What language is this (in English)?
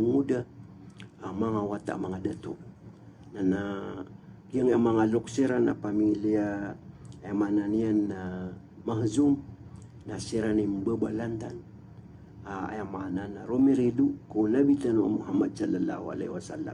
Maranao